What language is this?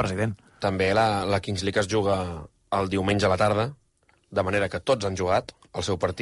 Catalan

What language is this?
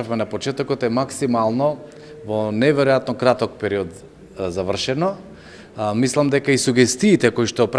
Macedonian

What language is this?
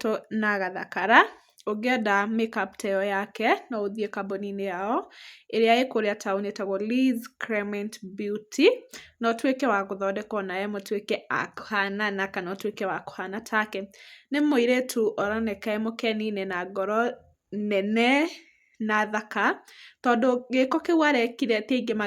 Kikuyu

